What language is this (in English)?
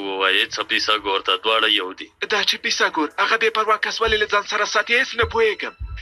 Pashto